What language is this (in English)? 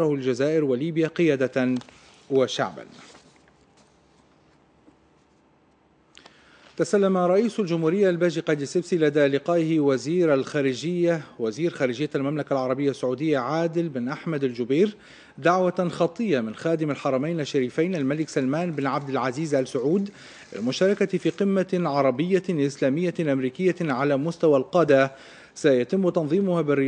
Arabic